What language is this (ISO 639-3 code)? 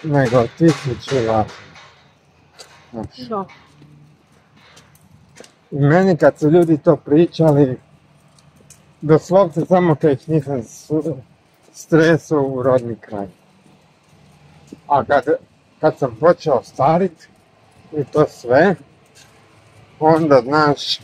hrv